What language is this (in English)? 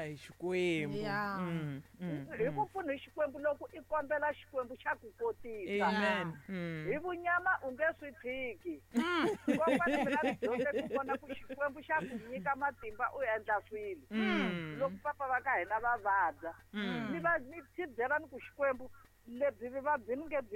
Tsonga